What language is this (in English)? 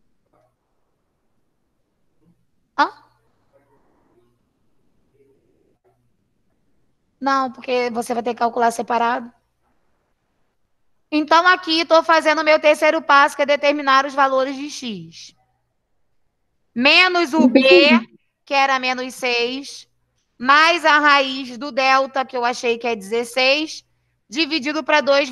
Portuguese